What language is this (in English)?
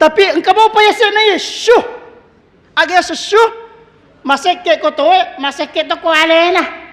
Buginese